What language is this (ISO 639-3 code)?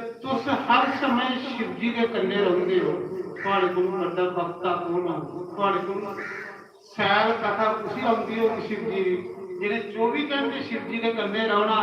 doi